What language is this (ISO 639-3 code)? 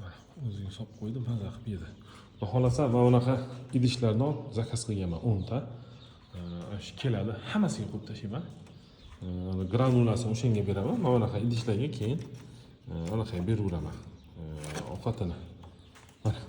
uzb